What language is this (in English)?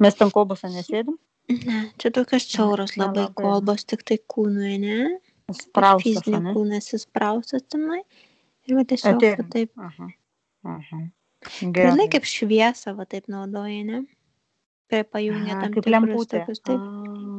Lithuanian